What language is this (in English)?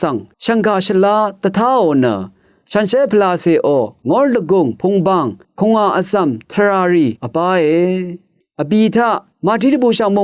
Rawang